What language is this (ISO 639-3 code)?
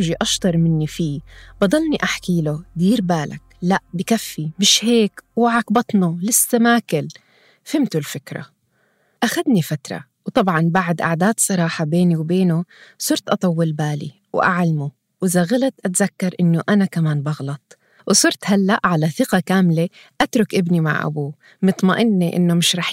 apc